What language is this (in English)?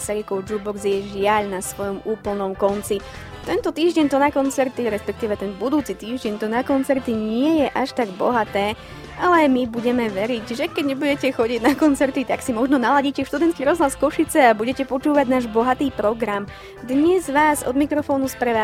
Slovak